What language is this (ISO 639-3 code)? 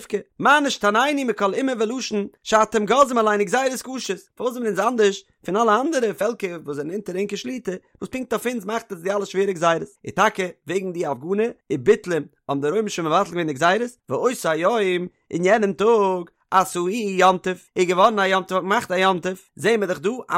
yid